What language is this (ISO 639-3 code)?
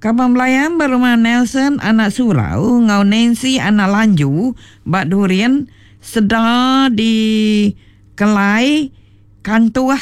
iba